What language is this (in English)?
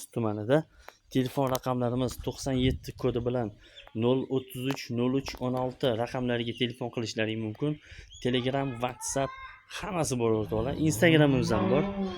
Uzbek